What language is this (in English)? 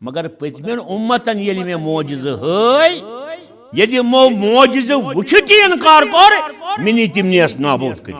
Kashmiri